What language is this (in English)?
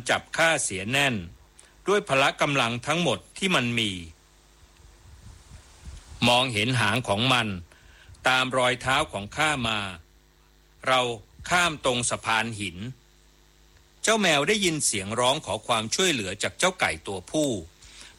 Thai